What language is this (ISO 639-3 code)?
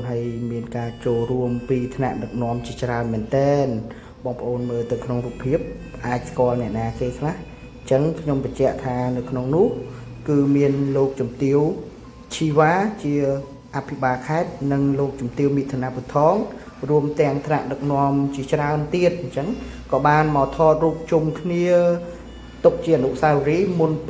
khm